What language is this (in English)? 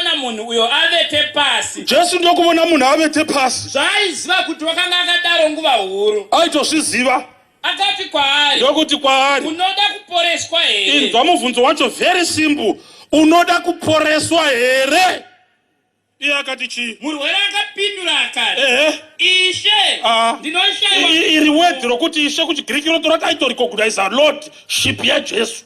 Shona